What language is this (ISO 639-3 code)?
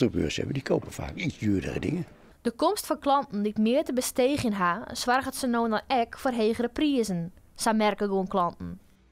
fry